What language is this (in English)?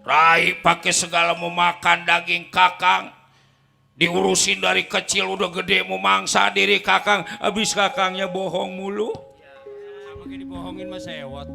Betawi